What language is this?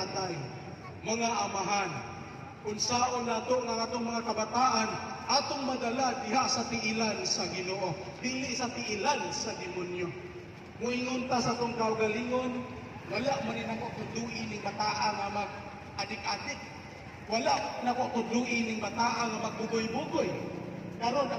Cebuano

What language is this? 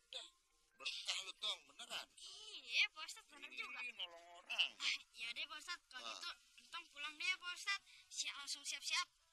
Betawi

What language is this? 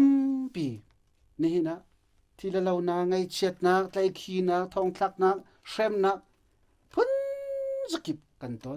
Hakha Chin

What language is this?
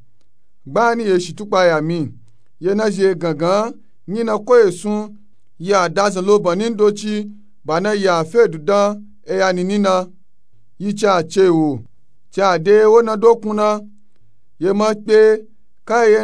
Nupe-Nupe-Tako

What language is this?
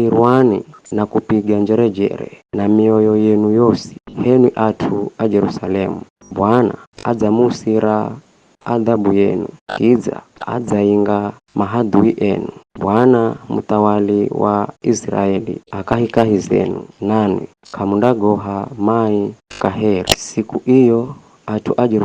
Giryama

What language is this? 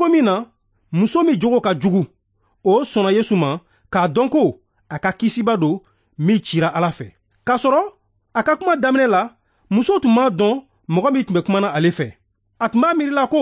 Bambara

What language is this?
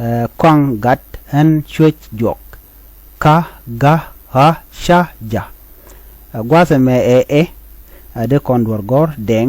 Nuer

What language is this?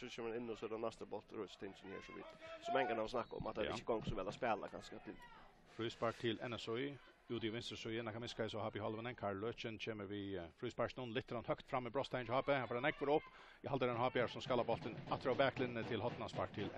Faroese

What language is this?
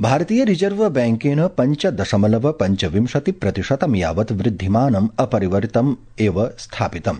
Sanskrit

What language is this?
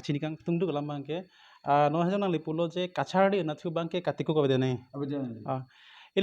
Karbi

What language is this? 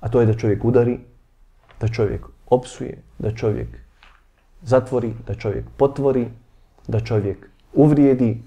Bosnian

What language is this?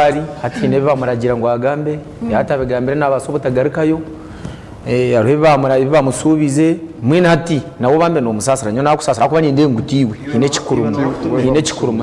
Nyankole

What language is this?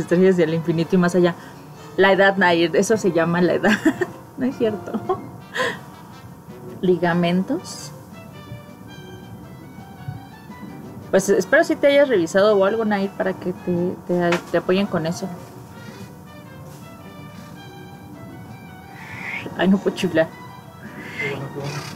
Spanish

